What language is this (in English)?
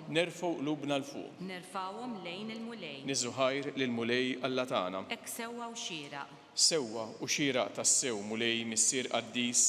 Maltese